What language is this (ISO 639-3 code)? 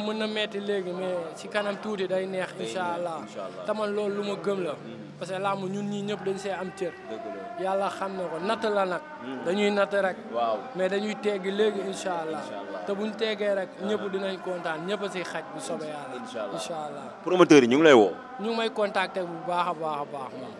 wol